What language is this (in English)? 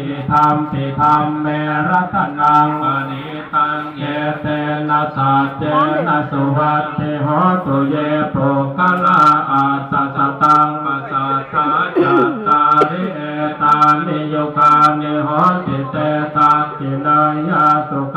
Pali